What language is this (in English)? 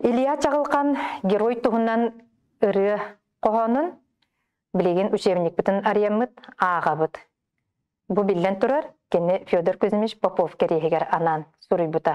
Yakut